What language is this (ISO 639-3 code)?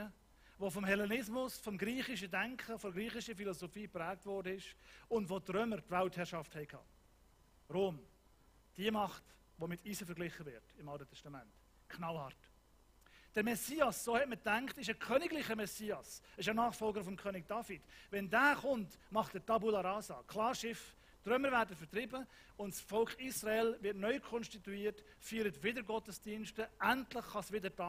gsw